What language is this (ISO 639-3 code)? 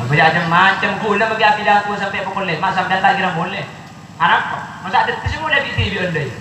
mad